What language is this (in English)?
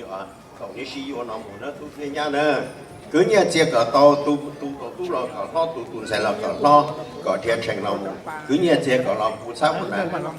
Hmong